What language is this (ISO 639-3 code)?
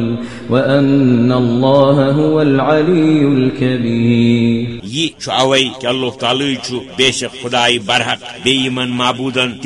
kas